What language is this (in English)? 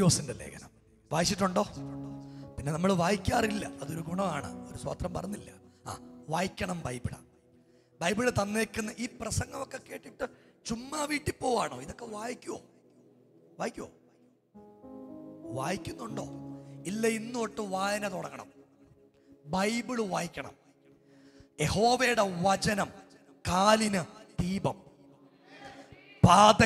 Malayalam